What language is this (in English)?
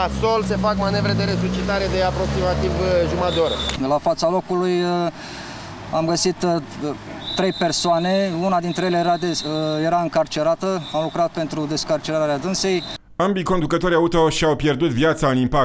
Romanian